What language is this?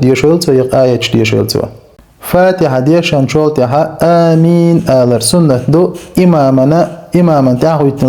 Chechen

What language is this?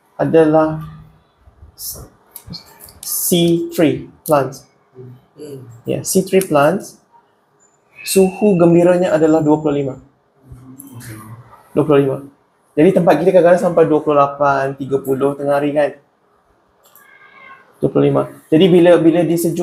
Malay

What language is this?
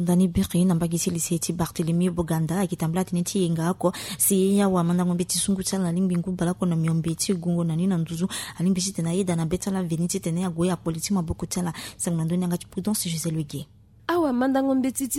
Sango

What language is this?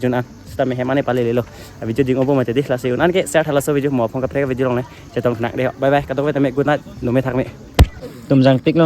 Karbi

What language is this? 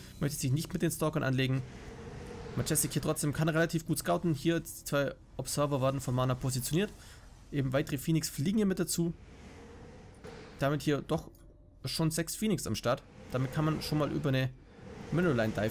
German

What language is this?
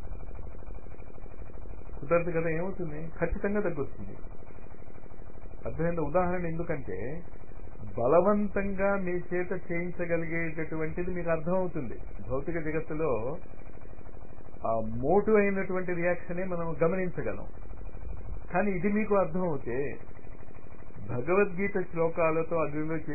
Telugu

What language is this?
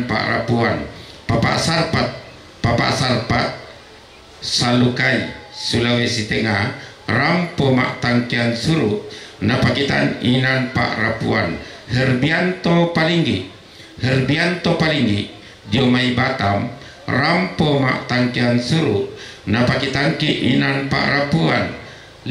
Toraja-Sa'dan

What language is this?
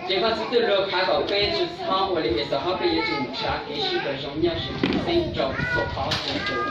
Hmong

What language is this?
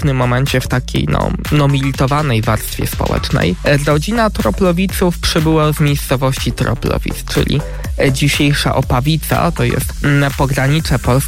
Polish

